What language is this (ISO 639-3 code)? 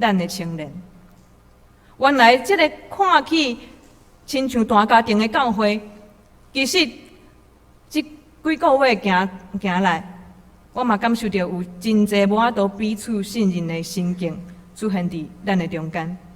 nan